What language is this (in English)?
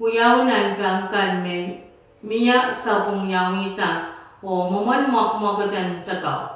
Pohnpeian